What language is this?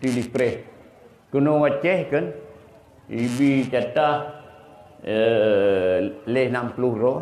Achinese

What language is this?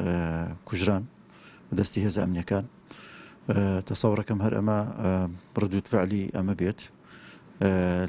Central Kurdish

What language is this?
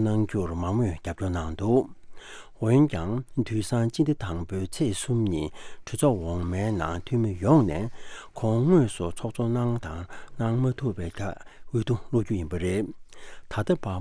Tibetan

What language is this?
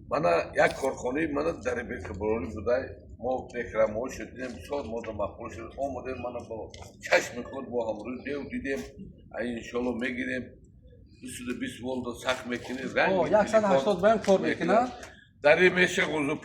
Tajik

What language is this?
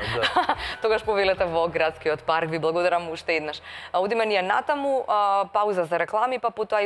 Macedonian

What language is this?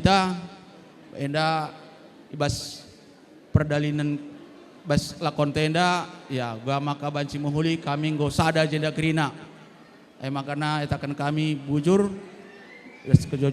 Batak Karo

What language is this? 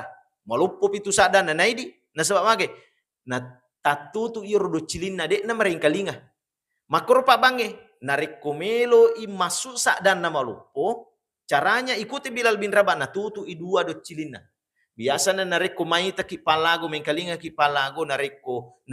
Buginese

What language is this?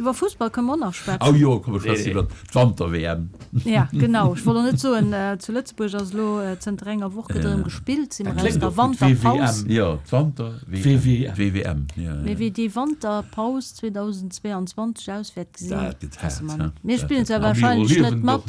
Luxembourgish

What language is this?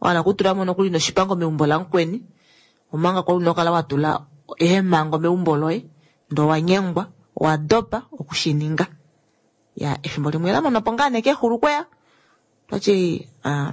Kuanyama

